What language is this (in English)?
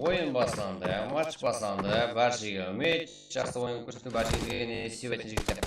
Kara-Kalpak